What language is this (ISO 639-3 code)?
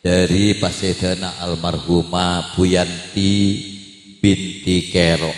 mad